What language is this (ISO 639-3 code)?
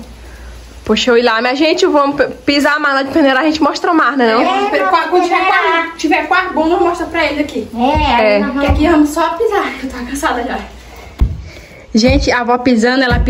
por